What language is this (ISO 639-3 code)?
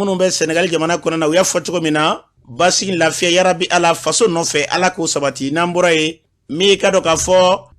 bam